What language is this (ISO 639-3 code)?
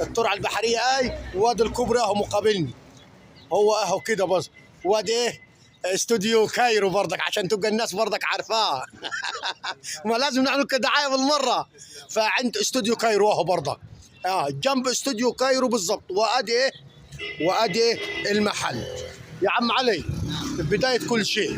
arz